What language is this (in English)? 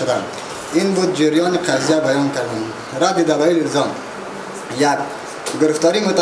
Persian